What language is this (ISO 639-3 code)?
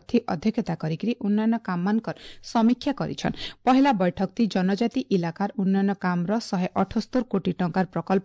ori